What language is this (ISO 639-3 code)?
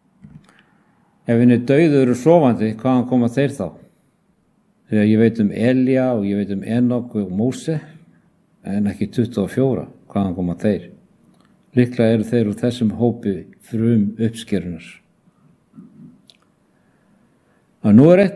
isl